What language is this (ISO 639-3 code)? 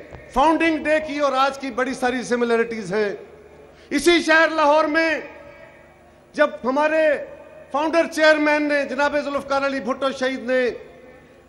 urd